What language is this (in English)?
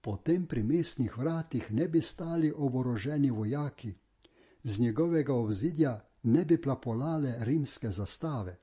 Slovenian